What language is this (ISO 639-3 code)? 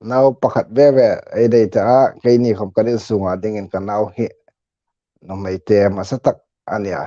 hmr